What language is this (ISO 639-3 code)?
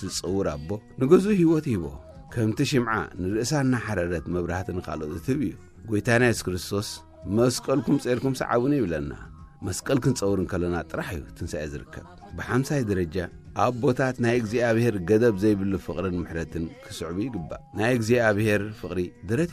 tir